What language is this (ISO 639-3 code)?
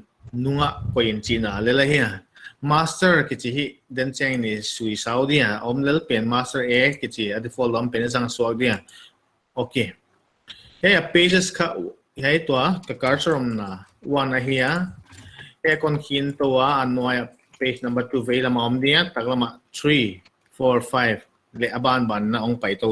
pck